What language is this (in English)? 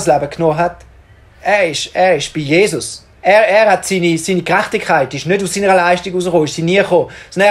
Swiss German